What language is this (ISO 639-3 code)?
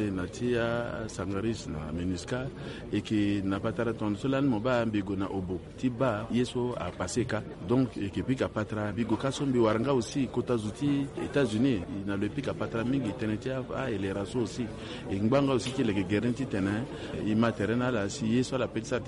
sag